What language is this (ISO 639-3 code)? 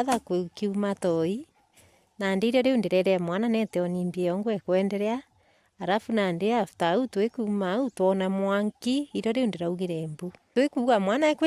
mer